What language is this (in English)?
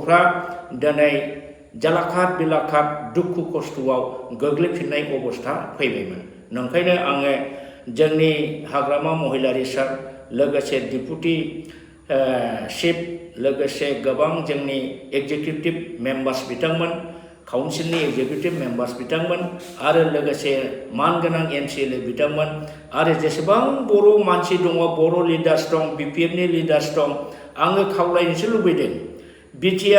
Bodo